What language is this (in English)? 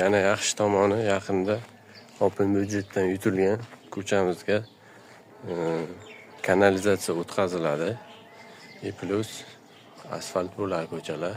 Uzbek